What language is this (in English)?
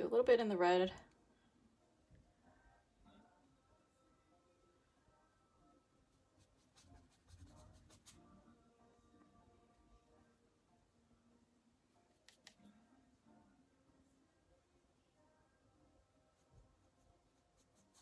English